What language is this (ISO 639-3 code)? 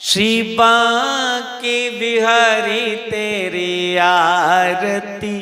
doi